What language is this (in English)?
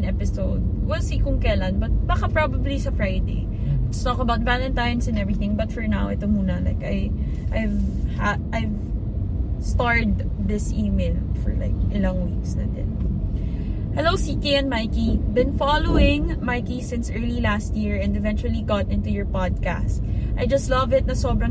Filipino